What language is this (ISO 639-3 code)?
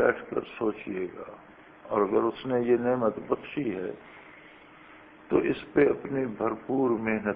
urd